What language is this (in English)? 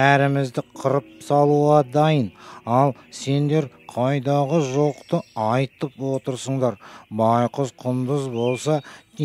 Kazakh